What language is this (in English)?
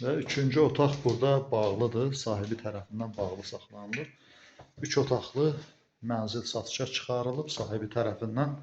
Azerbaijani